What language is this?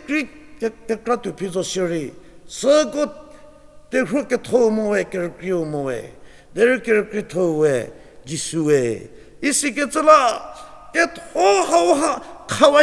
Angami Naga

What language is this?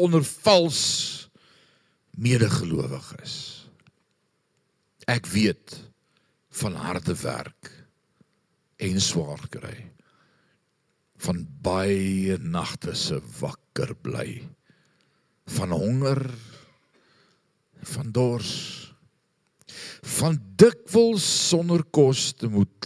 Afrikaans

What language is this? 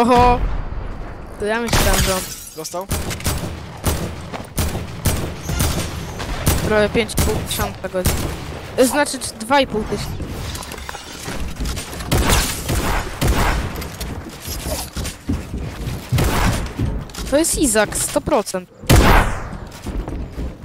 Polish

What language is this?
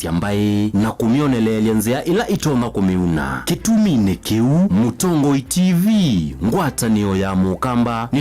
Kamba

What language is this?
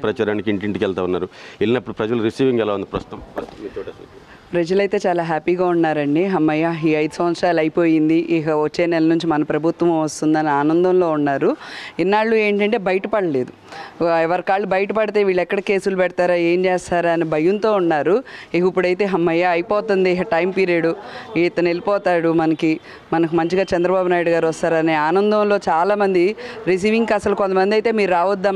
Telugu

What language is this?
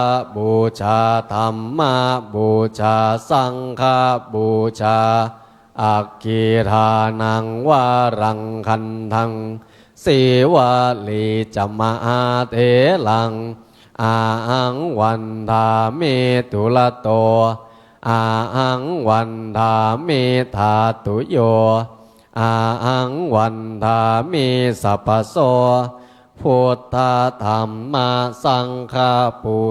Pali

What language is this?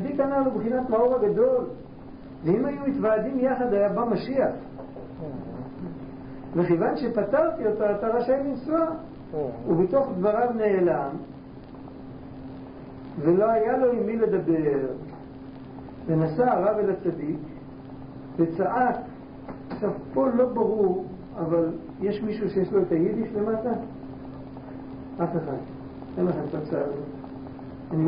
Hebrew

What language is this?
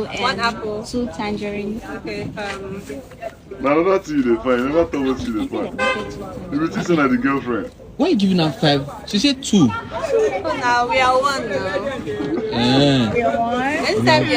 Nigerian Pidgin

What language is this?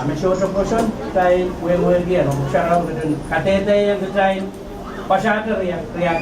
Pohnpeian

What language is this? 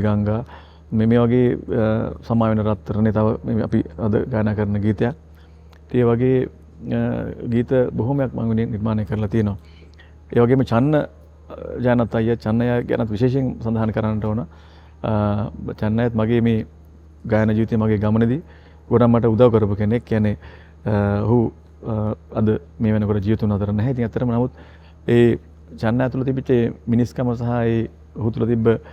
Sinhala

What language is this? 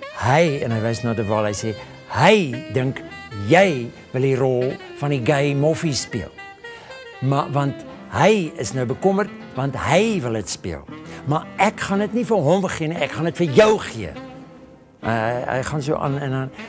Afrikaans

